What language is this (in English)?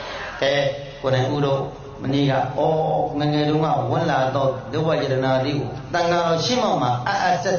Burmese